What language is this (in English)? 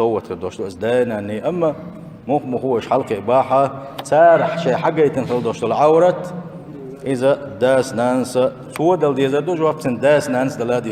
Chechen